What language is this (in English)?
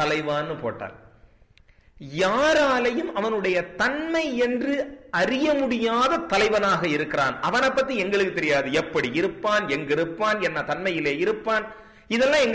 Tamil